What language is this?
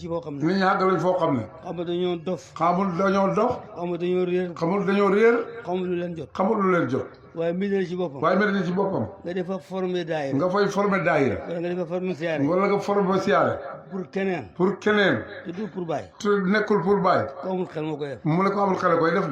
Wolof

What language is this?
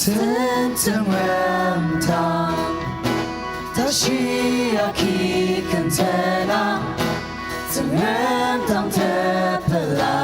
Ao Naga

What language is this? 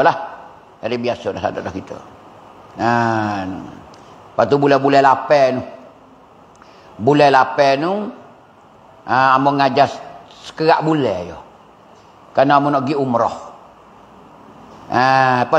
Pattani Malay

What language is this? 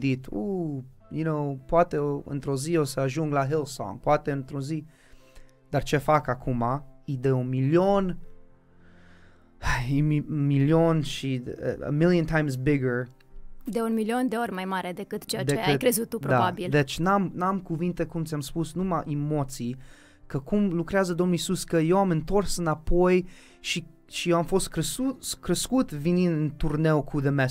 Romanian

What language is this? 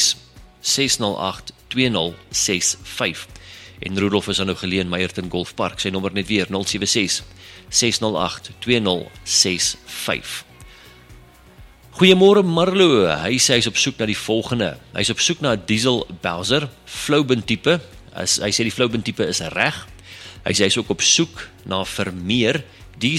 Afrikaans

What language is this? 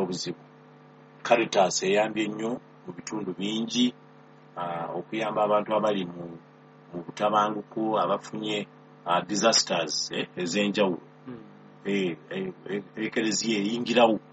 Ganda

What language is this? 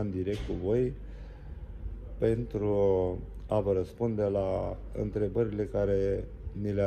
Romanian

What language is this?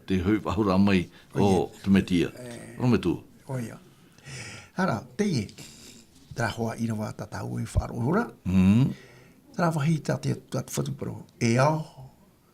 Tahitian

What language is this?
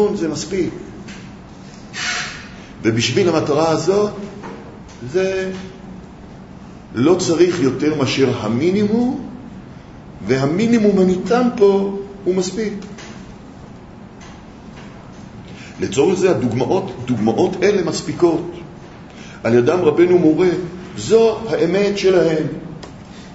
Hebrew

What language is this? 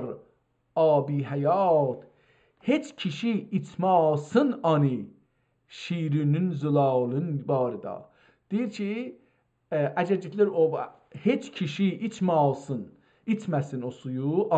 South Azerbaijani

